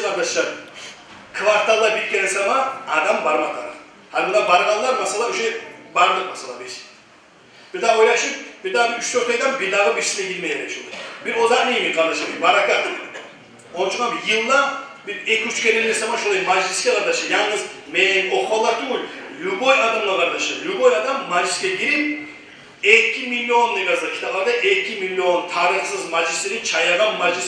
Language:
Kumyk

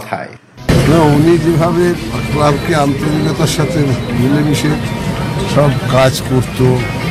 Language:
Bangla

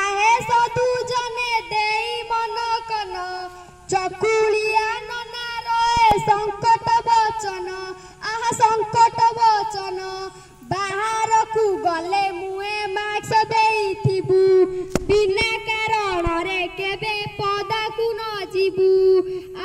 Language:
Odia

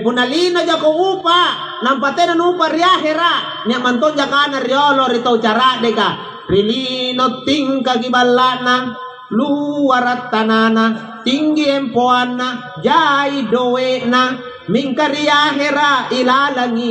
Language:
Makasar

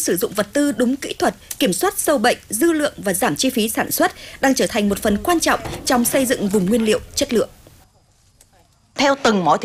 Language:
Vietnamese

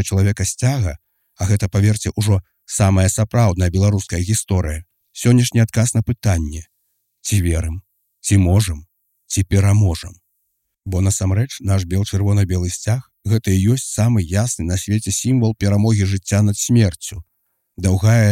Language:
Belarusian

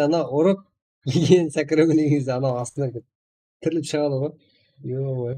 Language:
Kara-Kalpak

